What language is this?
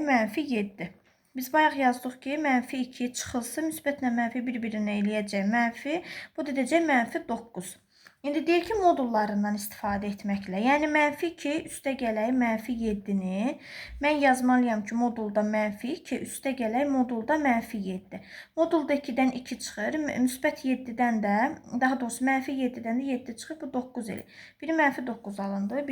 Azerbaijani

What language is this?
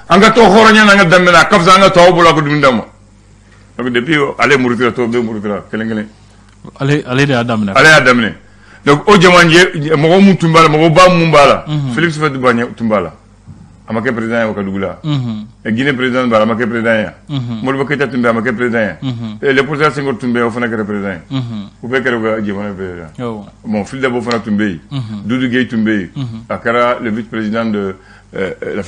Bambara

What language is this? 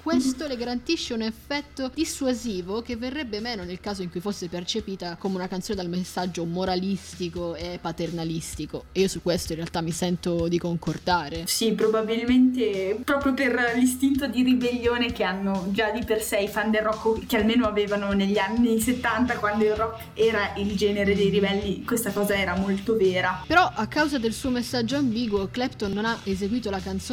Italian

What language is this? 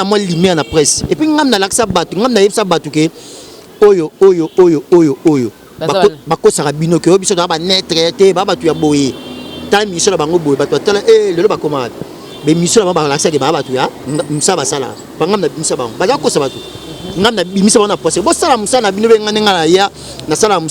Lingala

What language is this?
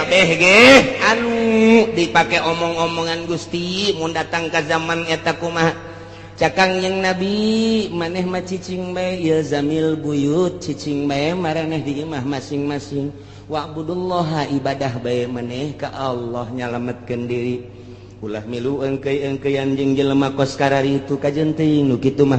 Sundanese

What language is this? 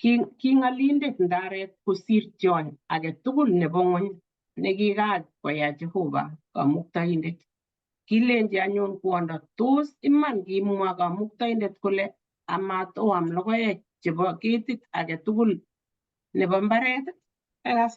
Kalenjin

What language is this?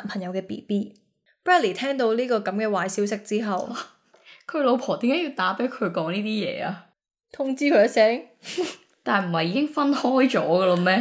Cantonese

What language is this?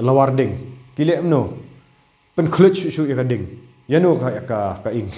Khasi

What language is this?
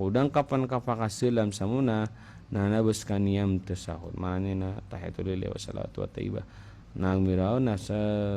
Maranao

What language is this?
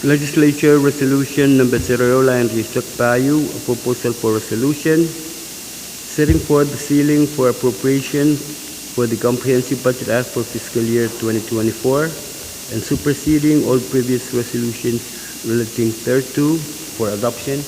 Pohnpeian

